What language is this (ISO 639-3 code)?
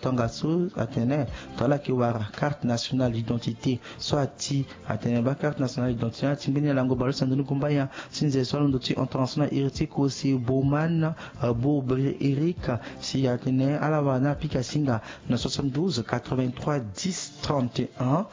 sag